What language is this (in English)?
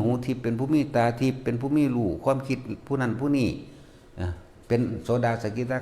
Northeastern Thai